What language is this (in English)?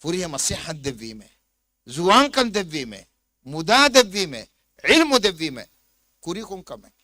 Divehi